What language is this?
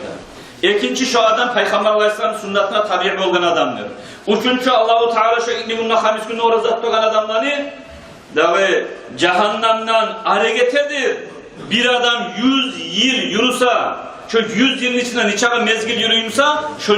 Kumyk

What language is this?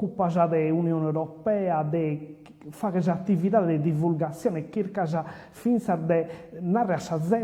Sardinian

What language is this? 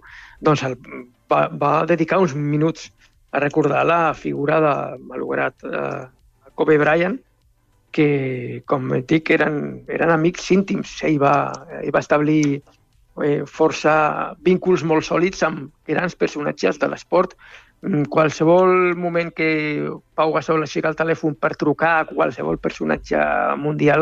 Catalan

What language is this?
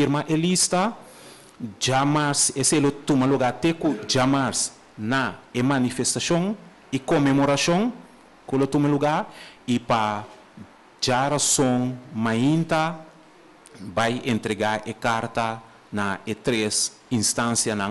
Papiamento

